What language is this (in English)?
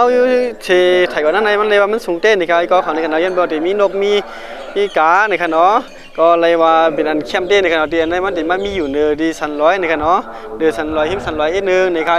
Shan